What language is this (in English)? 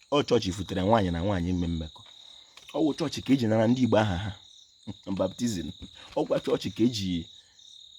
Igbo